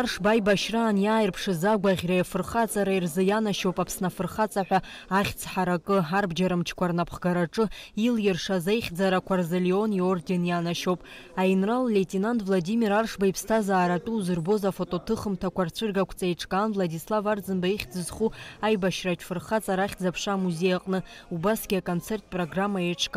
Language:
Abkhazian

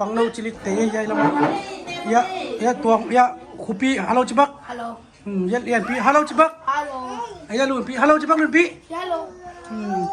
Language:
Tedim Chin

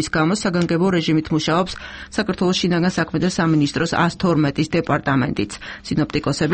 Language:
Georgian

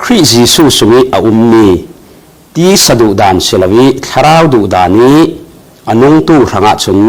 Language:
Falam Chin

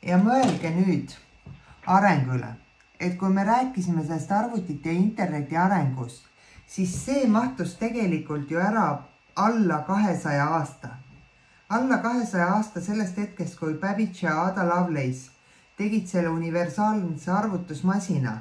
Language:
Estonian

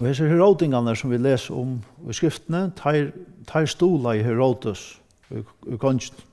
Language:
Faroese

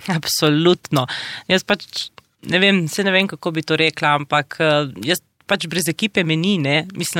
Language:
Slovenian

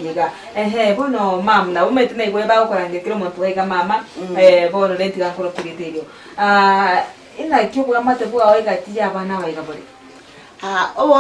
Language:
Gusii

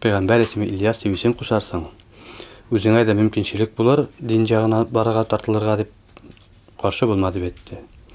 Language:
Bashkir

